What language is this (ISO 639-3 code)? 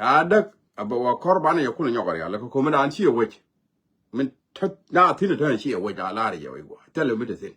nus